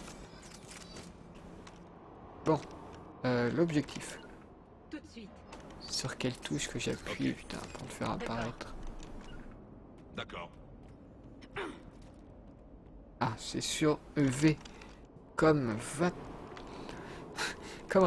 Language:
French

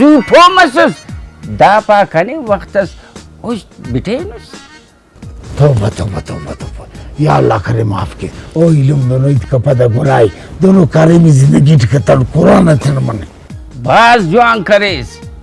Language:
Brahui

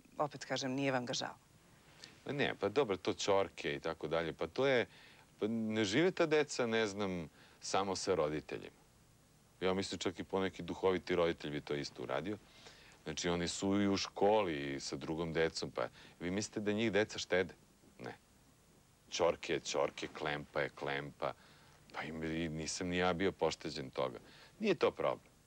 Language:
Serbian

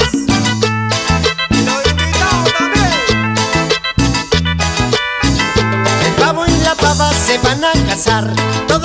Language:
Spanish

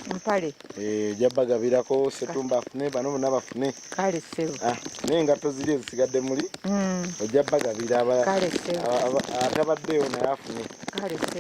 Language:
Ganda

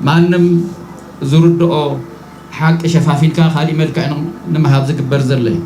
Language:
Tigrinya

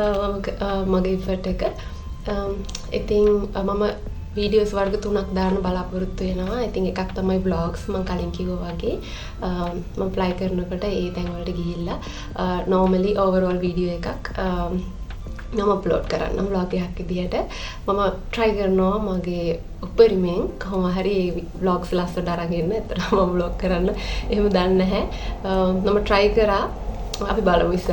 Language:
Sinhala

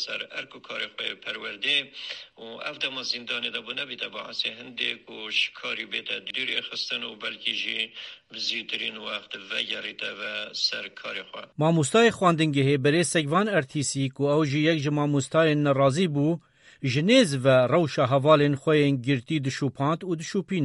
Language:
Kurdish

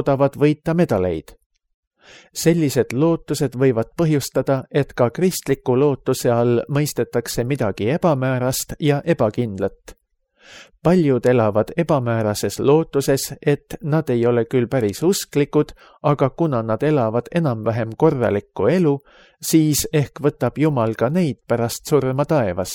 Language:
Estonian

